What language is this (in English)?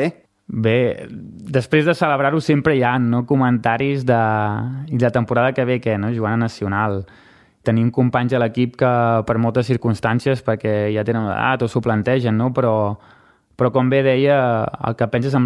Catalan